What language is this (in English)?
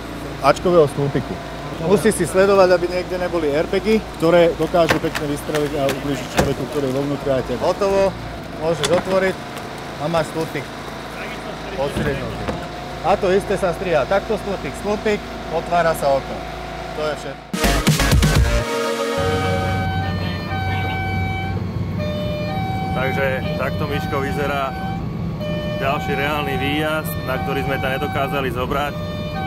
Slovak